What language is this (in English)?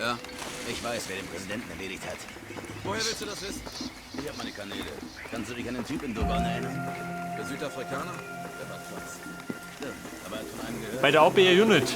Bavarian